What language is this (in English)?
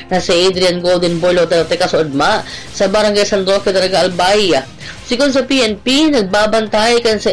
Bikol